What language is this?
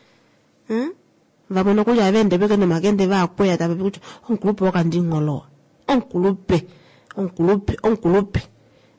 Kuanyama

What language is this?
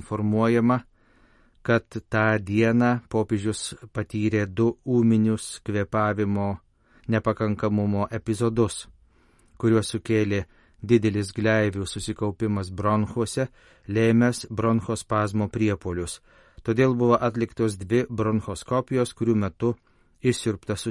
Lithuanian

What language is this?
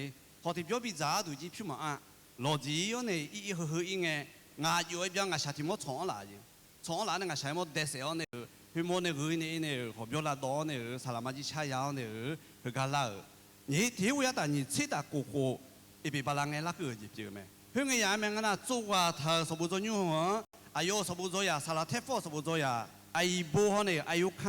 Akha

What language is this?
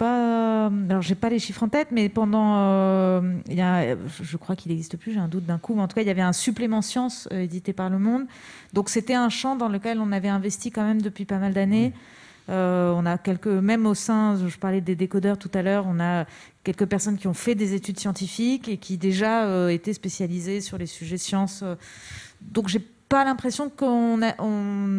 French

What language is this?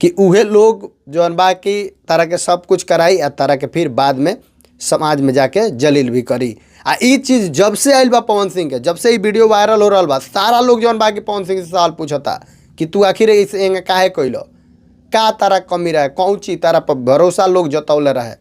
Bhojpuri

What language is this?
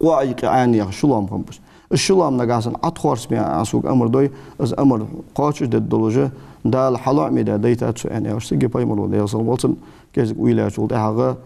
Ingush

